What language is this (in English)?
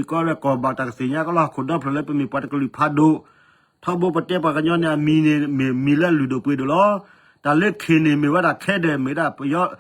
S'gaw Karen